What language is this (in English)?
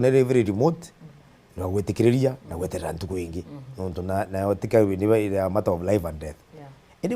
Meru